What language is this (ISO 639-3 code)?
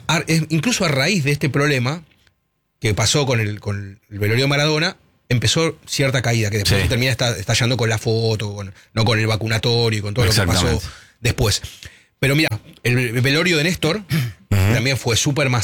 spa